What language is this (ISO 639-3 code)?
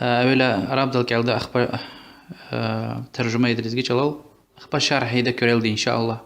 lez